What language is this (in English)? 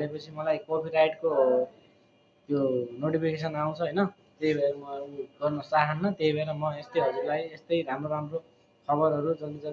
Nepali